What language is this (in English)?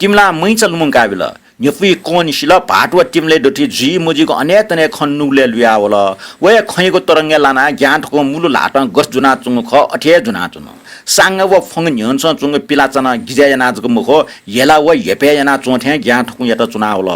Newari